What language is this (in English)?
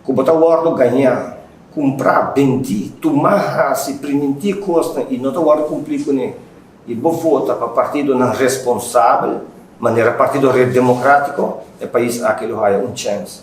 Papiamento